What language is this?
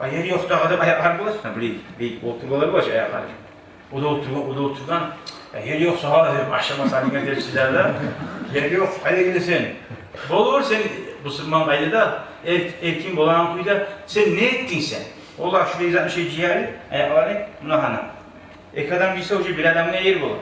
Kumyk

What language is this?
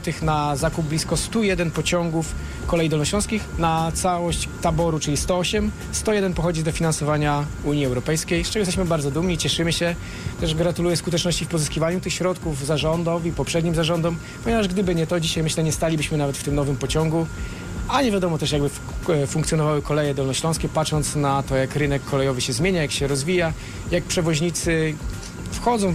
Polish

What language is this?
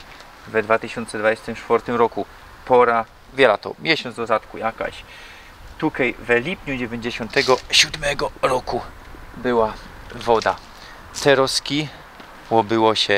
Silesian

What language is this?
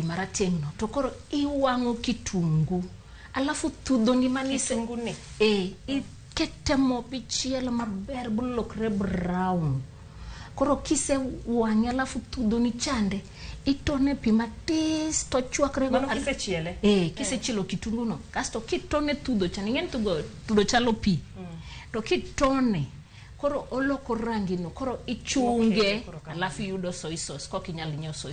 Luo (Kenya and Tanzania)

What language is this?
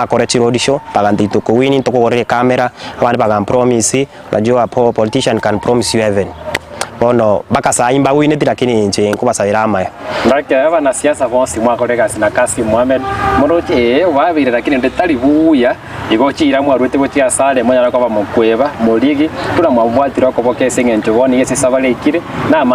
Gusii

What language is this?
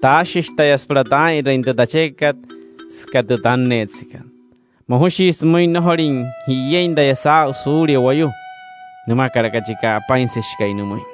Wayuu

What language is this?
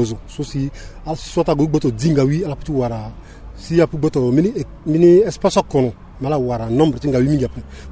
Sango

